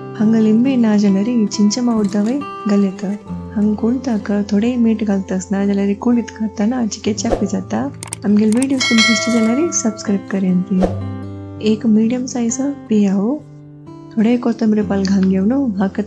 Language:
Konkani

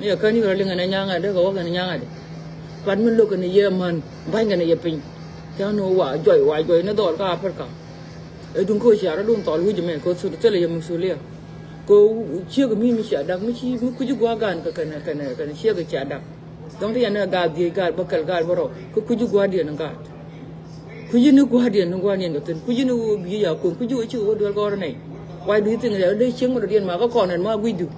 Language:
Nuer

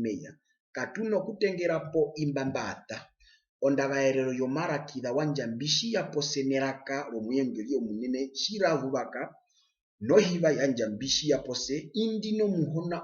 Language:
Herero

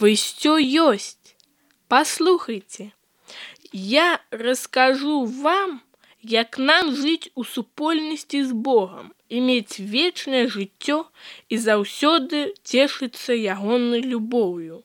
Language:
Belarusian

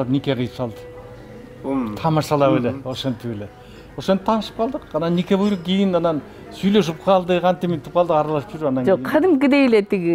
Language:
Kyrgyz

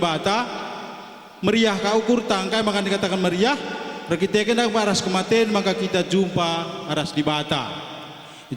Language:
Batak Karo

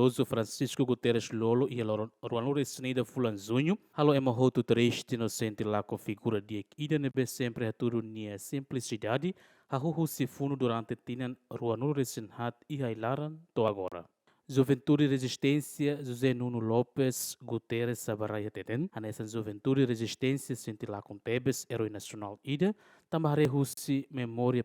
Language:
Tetum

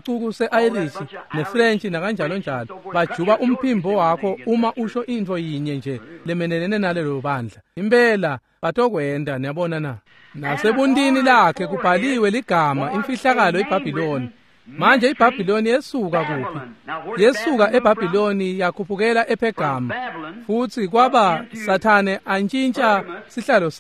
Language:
Swati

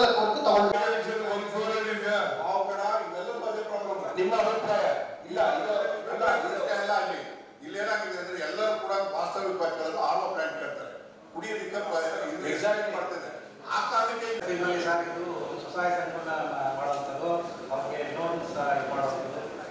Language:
Kannada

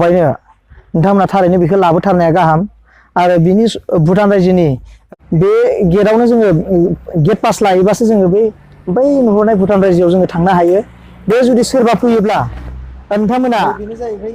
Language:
Bodo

